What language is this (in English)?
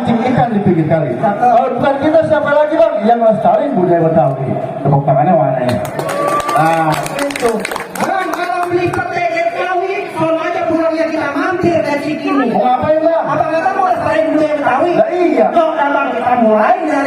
Betawi